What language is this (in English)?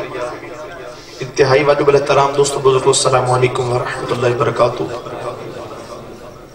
Urdu